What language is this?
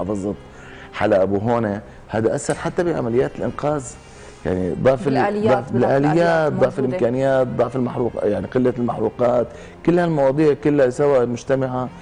North Levantine Arabic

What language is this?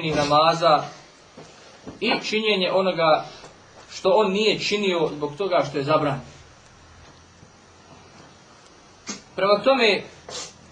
Bosnian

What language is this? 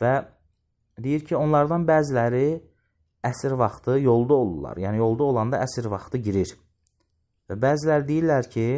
Azerbaijani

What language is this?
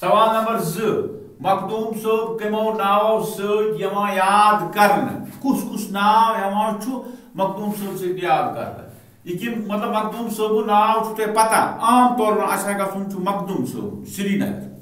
Kashmiri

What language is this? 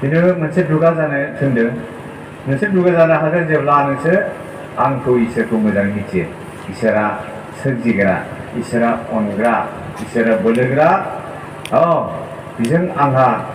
Bodo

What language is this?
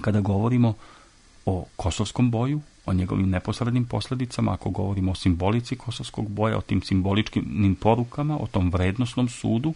Serbian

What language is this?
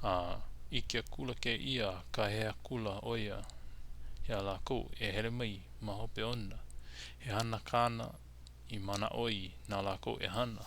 Hawaiian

